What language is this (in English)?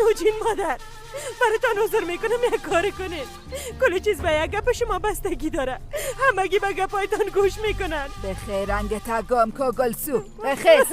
Persian